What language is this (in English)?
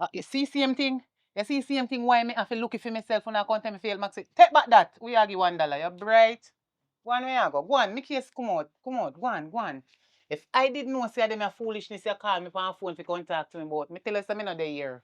Jamaican Creole English